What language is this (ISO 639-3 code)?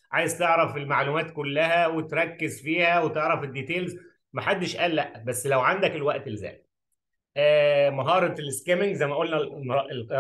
arz